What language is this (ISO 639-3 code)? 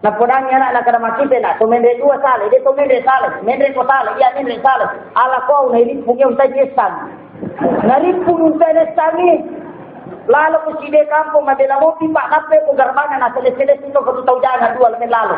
bug